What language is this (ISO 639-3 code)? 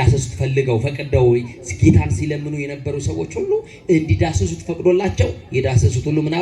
amh